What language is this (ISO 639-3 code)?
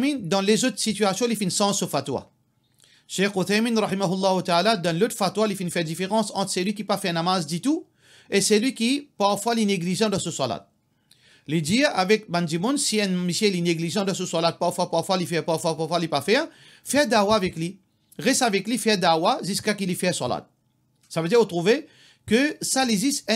mfe